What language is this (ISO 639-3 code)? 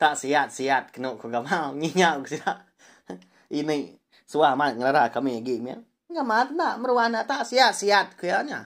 iba